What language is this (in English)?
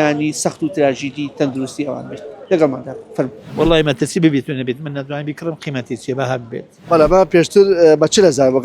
Central Kurdish